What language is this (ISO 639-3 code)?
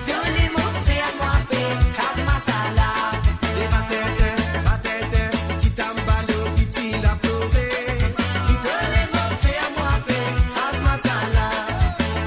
mfe